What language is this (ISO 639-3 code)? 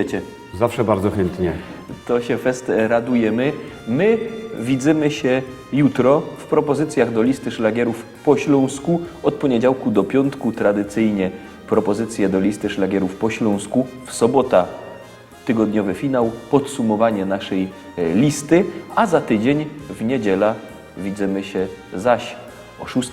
szl